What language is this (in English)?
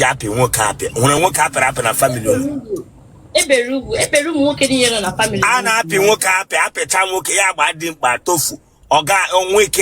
Igbo